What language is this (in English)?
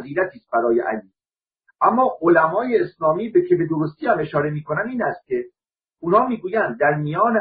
Persian